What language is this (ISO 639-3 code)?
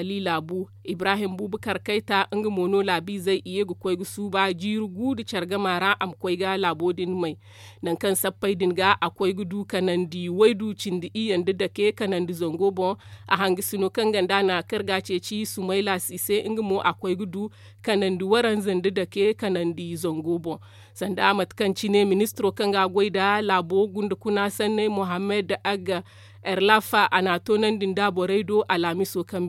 dje